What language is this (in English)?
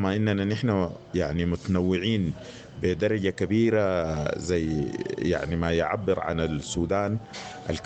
Sudanese Arabic